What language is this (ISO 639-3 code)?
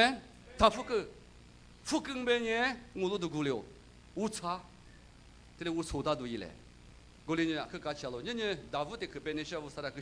lis